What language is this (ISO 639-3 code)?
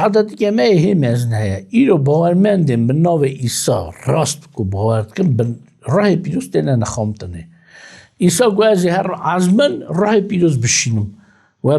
kur